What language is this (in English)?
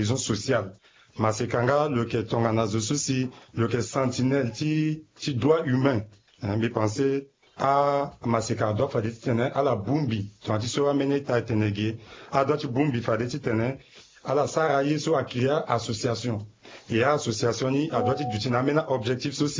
Sango